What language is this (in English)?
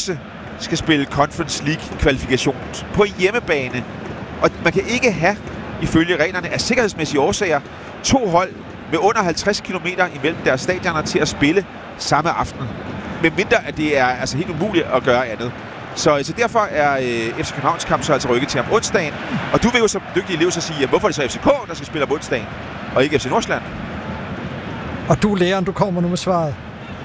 Danish